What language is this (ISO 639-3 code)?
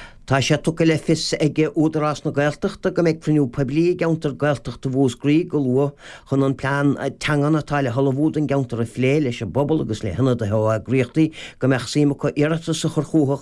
gle